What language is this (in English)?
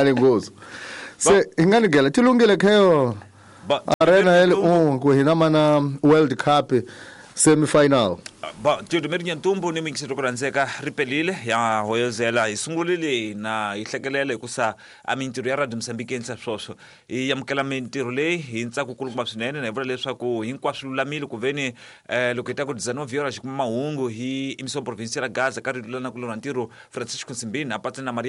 Tsonga